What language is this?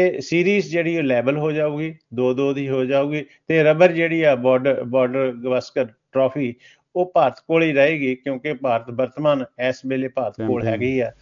Punjabi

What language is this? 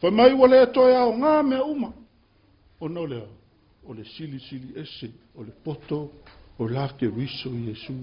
Samoan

